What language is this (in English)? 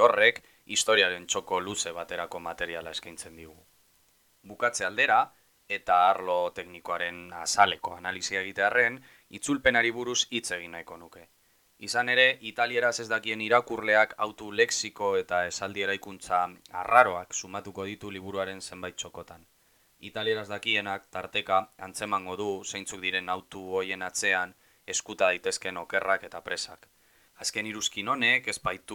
Basque